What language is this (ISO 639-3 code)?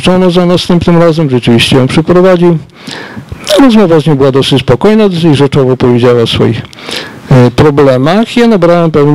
pol